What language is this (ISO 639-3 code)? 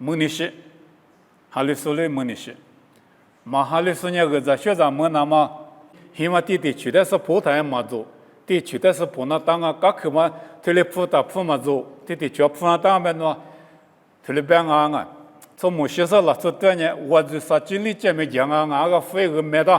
lis